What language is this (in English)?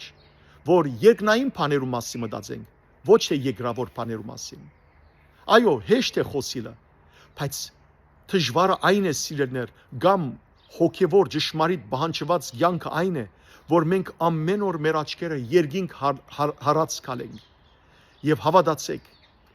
Western Armenian